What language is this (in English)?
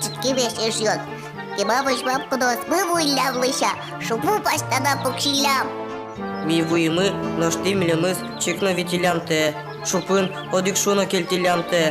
Udmurt